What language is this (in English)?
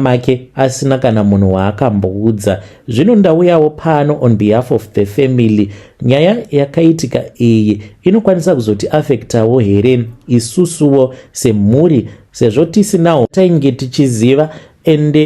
Shona